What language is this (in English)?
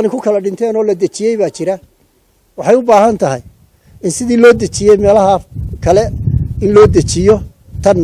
Somali